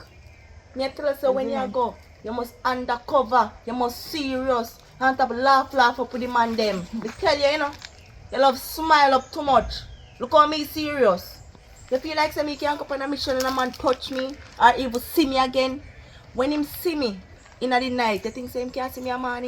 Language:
Jamaican Creole English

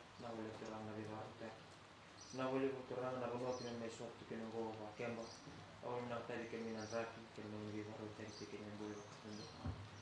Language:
Fijian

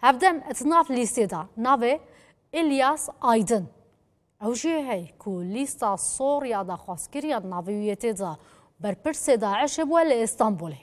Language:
Kurdish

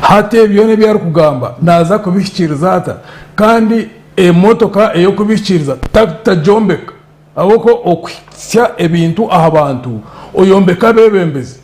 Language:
Nyankole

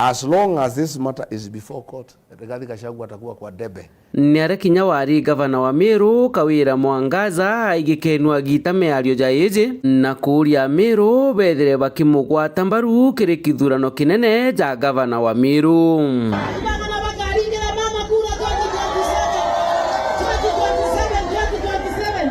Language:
Meru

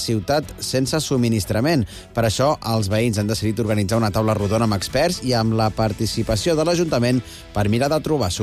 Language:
Catalan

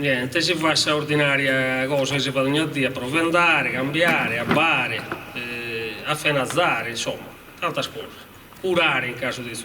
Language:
Sardinian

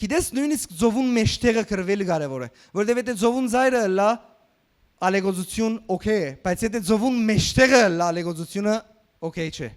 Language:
Western Armenian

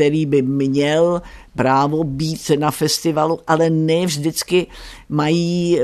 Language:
Czech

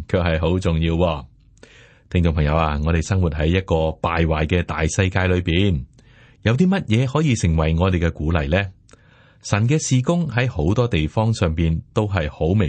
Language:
Cantonese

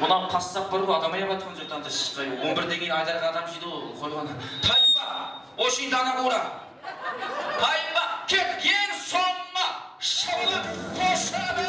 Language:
Kara-Kalpak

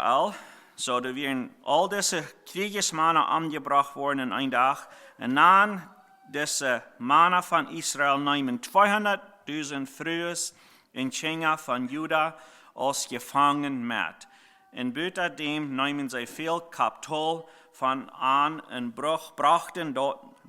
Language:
Plautdietsch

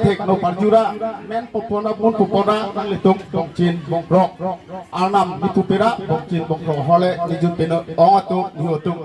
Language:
Karbi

